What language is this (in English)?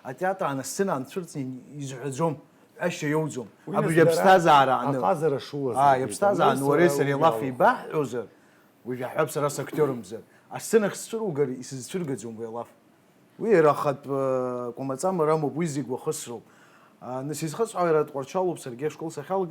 Abkhazian